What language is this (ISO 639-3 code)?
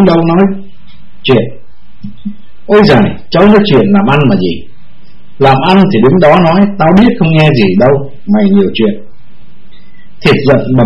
vie